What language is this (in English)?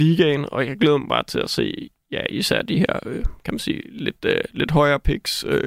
Danish